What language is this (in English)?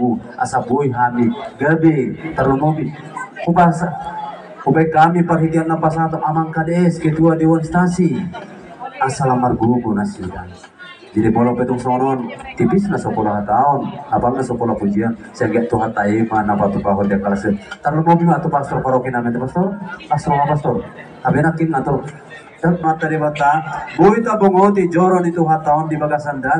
Batak Toba